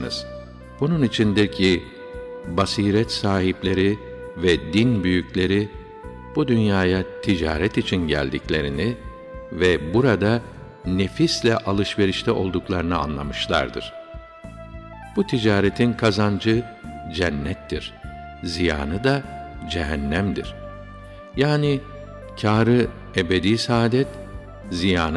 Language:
Turkish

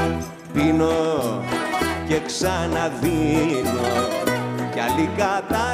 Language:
Greek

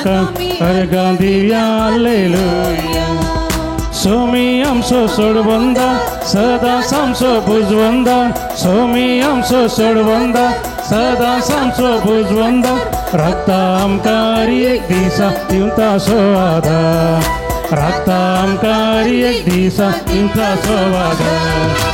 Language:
Konkani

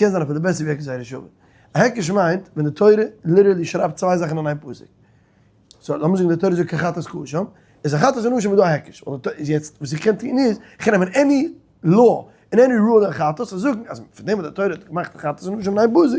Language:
Yiddish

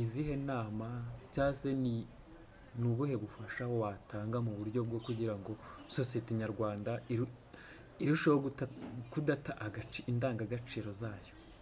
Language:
Kinyarwanda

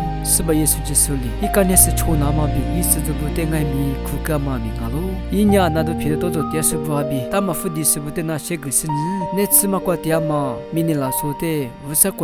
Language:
Lisu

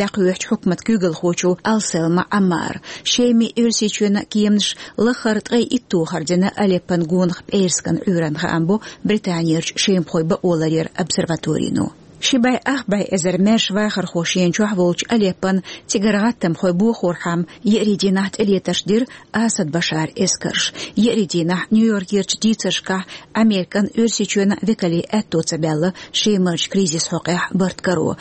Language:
Chechen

